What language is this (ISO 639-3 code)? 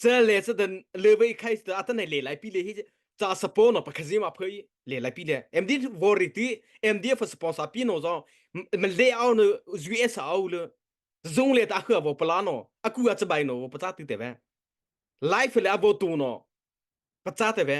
mrh